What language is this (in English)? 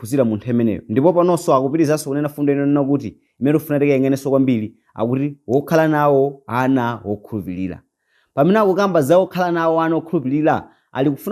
Nyanja